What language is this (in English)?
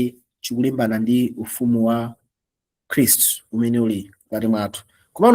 Nyanja